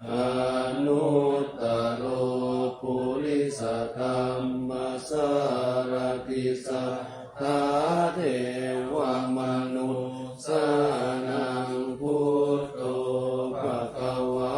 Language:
Pali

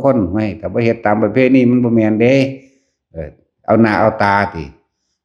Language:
Northeastern Thai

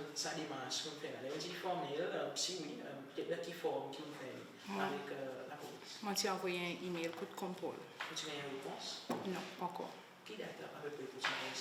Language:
Seselwa Creole French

